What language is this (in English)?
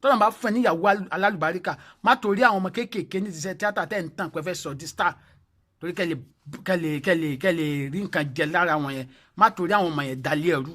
Yoruba